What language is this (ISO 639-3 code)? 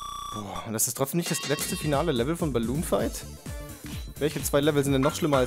deu